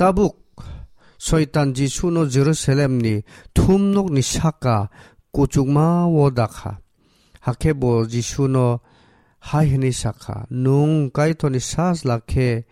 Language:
Kok Borok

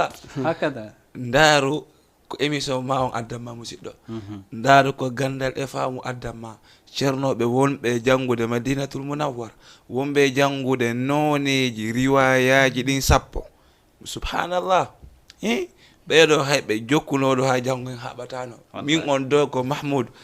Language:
Fula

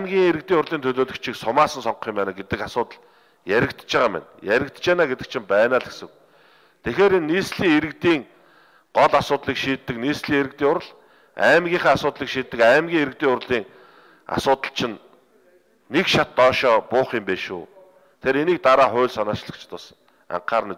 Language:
Mongolian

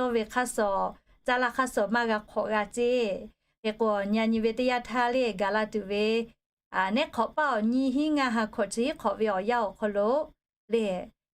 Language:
Lahu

